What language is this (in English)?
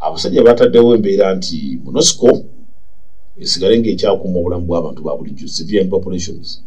Ganda